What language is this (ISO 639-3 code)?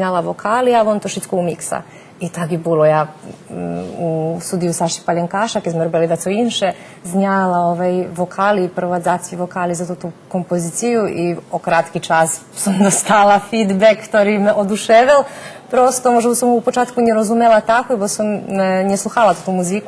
rue